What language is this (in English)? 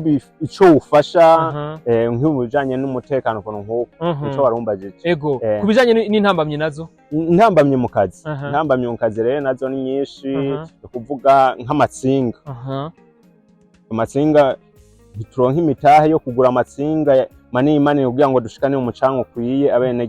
Rundi